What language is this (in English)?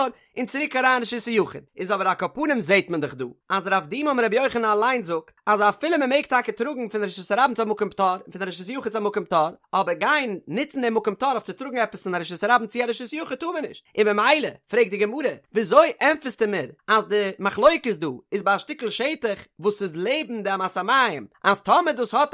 Yiddish